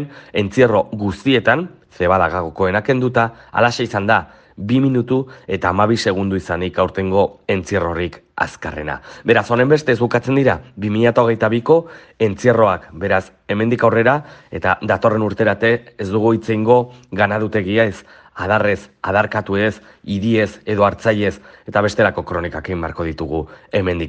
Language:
Basque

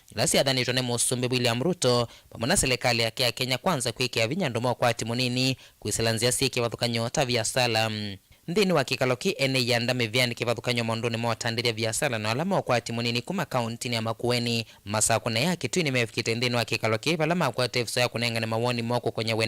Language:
Kamba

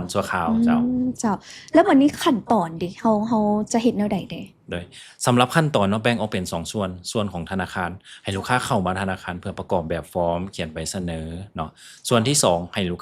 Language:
Lao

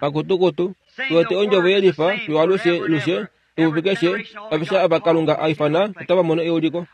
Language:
Kuanyama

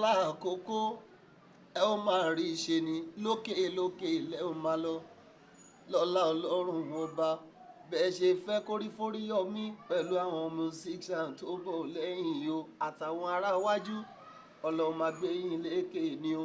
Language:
Yoruba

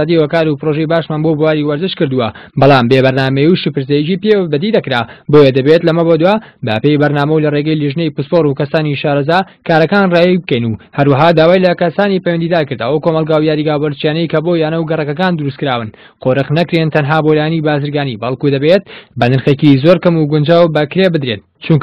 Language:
Central Kurdish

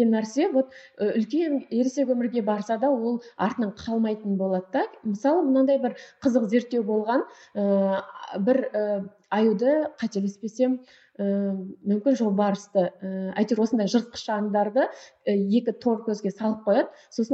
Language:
Kazakh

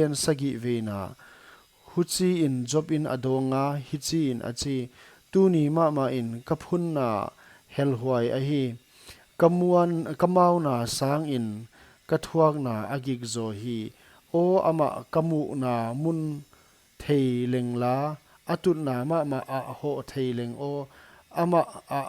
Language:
Paite Chin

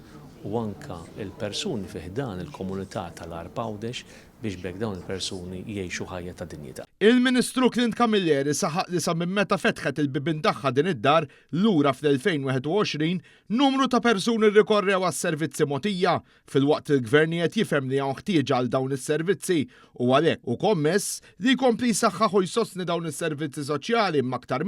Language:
Maltese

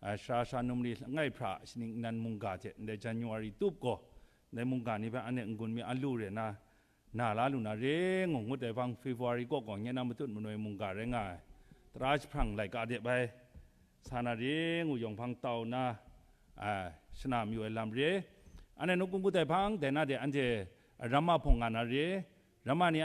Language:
Kachin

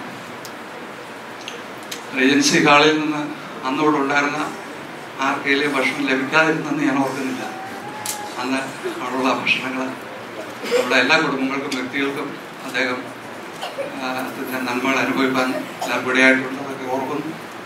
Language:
Malayalam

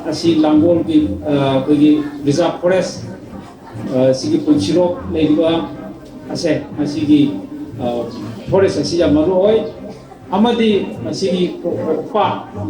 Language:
Manipuri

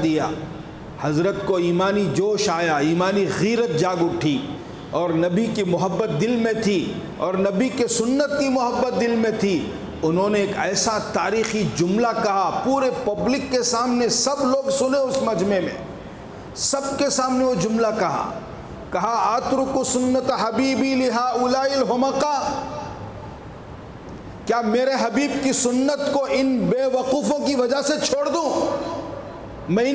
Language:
Urdu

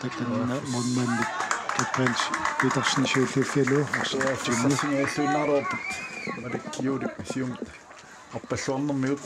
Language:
Kalaallisut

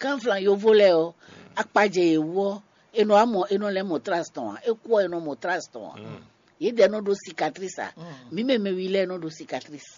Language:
Fon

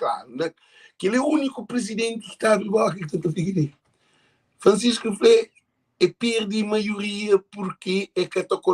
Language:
Kabuverdianu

